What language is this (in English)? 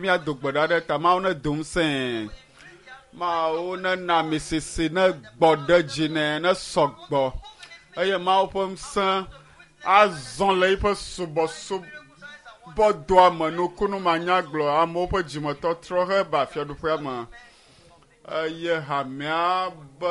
Ewe